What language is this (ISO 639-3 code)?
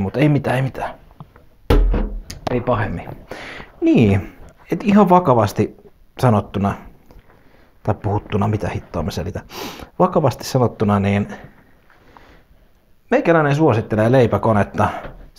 fin